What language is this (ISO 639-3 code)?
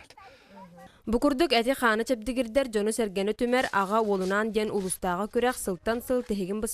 sah